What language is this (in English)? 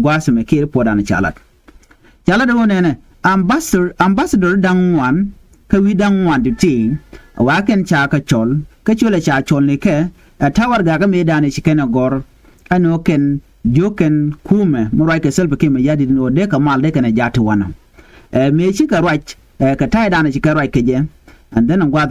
Nuer